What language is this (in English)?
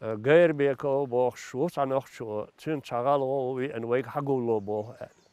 Chechen